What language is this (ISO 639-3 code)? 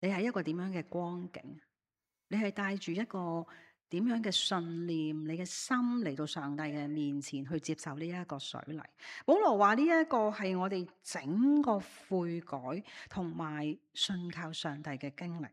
yue